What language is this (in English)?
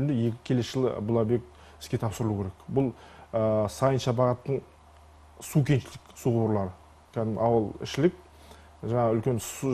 Kazakh